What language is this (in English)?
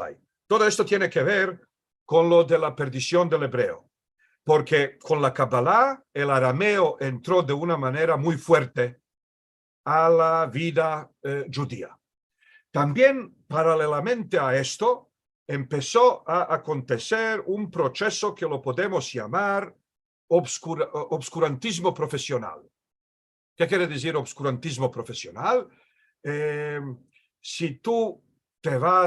Ladino